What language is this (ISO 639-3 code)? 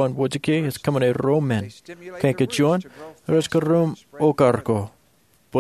mah